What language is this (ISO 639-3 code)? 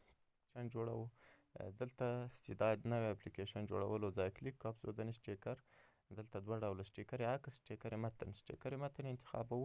pus